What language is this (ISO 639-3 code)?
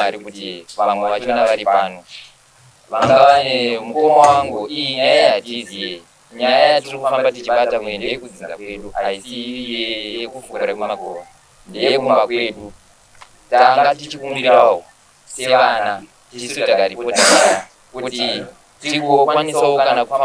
sna